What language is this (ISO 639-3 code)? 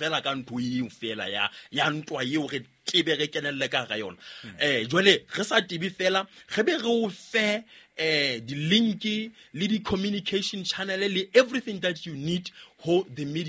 sot